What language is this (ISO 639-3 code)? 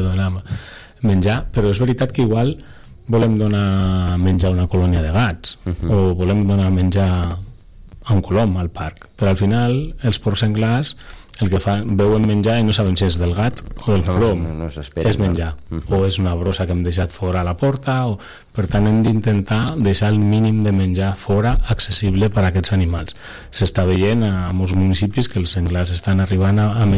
cat